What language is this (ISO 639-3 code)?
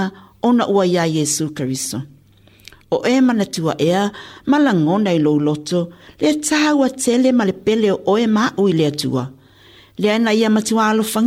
smo